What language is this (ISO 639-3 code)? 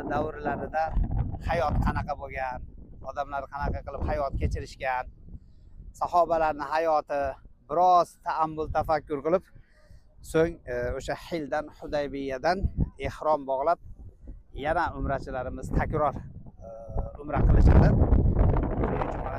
uzb